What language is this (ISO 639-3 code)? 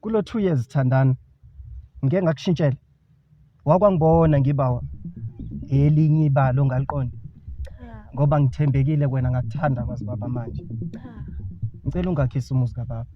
zul